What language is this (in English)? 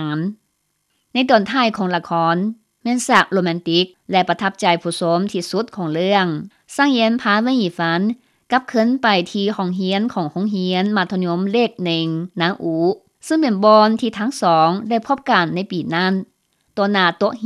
Lao